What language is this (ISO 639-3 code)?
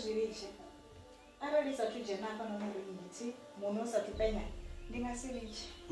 ven